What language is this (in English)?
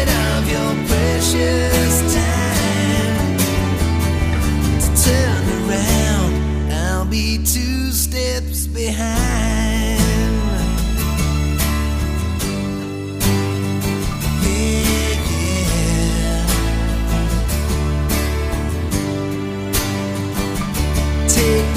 Polish